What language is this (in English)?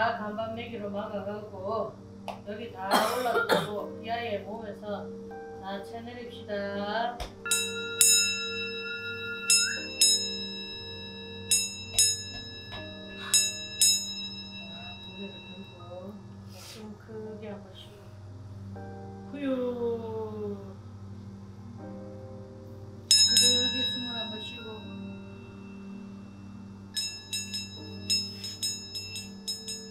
Korean